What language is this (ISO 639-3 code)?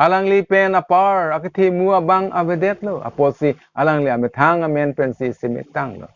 mjw